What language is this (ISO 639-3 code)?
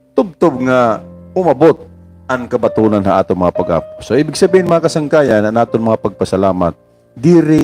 war